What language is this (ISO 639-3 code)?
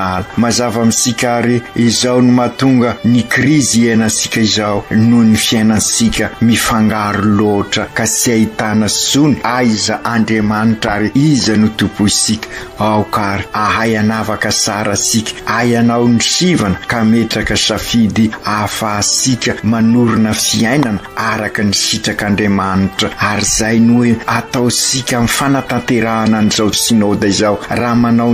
mlg